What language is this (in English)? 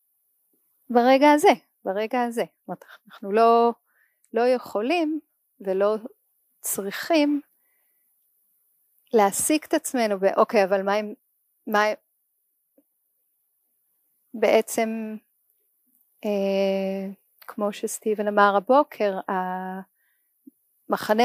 Hebrew